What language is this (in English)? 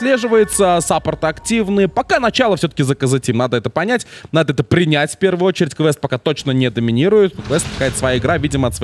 Russian